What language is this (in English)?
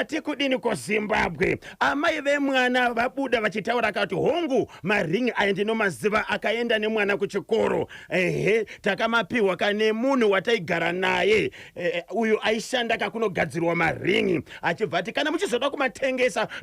Shona